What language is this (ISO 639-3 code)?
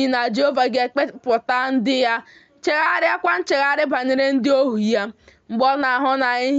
ibo